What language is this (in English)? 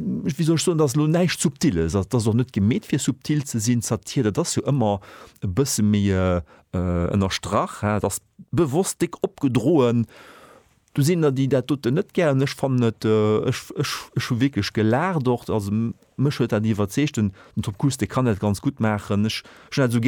Luxembourgish